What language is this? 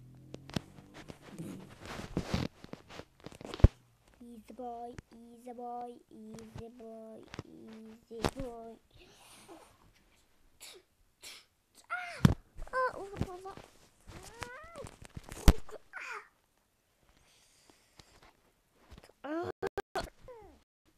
Turkish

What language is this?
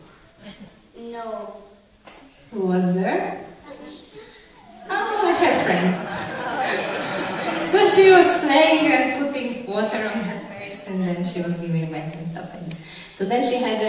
English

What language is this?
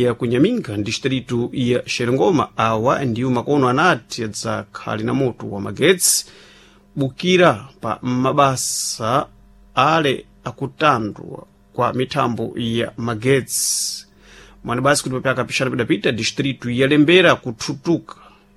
Sena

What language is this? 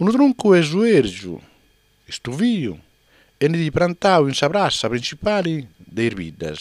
Sardinian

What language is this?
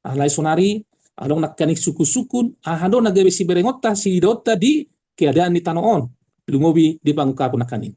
Batak Toba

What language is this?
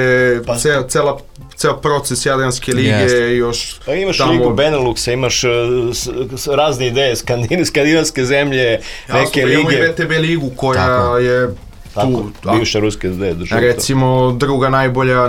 Serbian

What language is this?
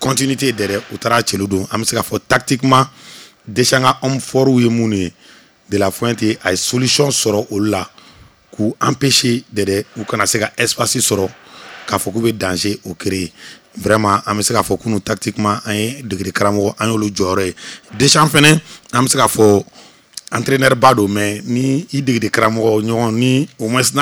Bambara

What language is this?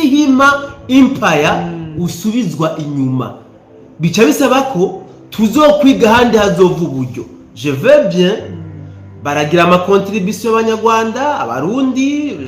Rundi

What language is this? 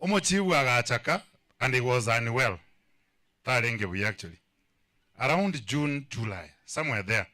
Gusii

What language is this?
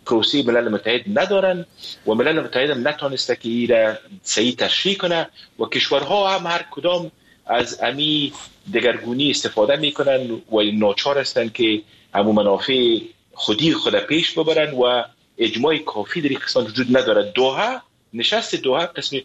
Persian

